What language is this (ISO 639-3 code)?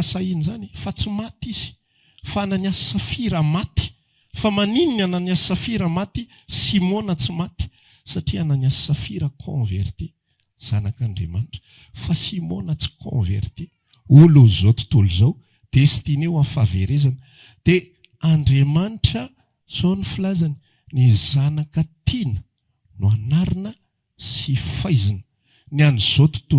mlg